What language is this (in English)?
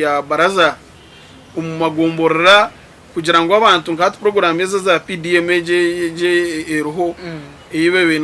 Nyankole